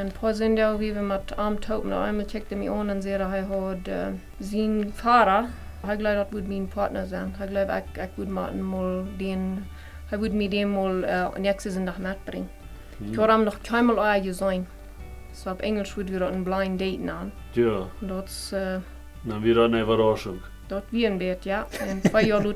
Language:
Plautdietsch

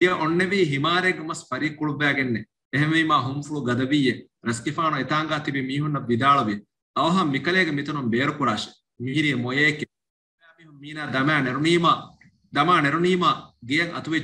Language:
Divehi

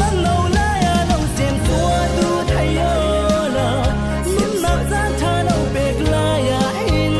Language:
Falam Chin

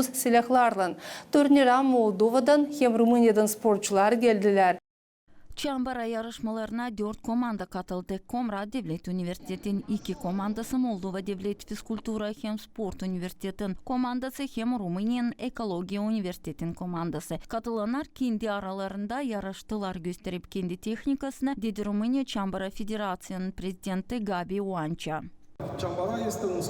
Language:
Gagauz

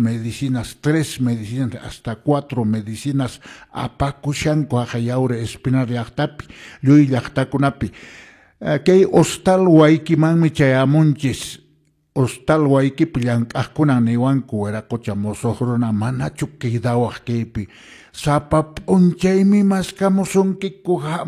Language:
Quechua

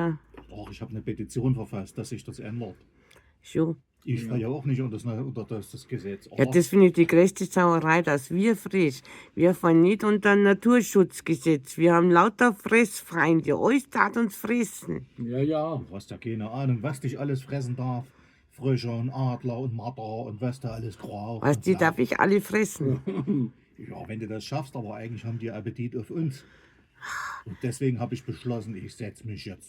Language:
Bavarian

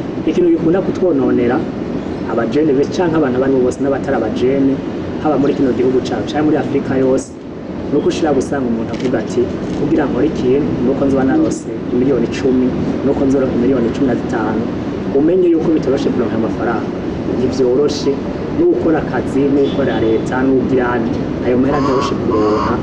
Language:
Rundi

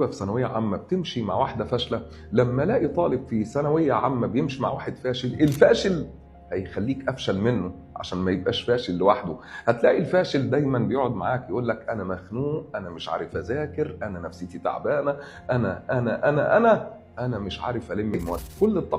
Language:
Egyptian Arabic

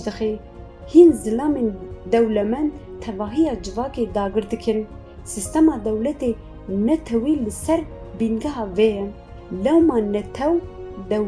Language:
Kurdish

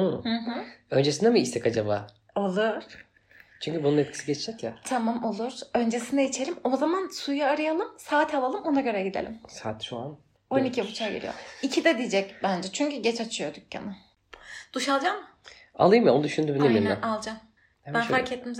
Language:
Turkish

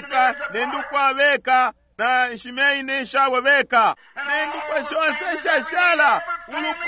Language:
Bemba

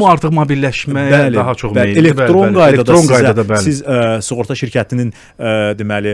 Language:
Azerbaijani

